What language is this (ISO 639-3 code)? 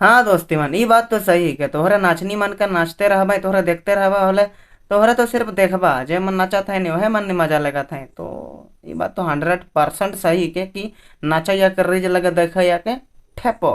sck